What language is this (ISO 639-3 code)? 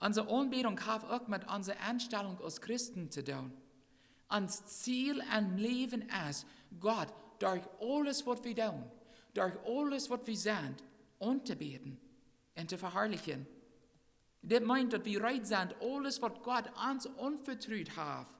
pdt